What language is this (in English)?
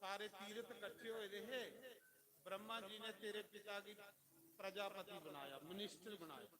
Dogri